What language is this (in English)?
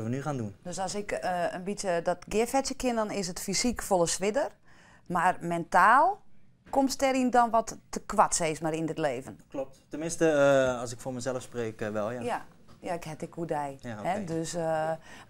Western Frisian